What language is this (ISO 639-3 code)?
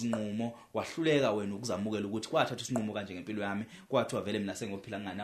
zul